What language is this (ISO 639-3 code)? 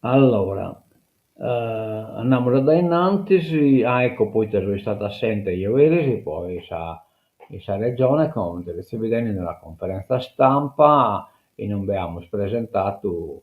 srd